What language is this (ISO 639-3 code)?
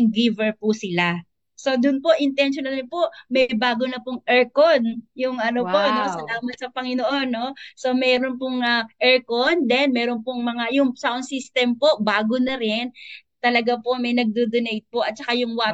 fil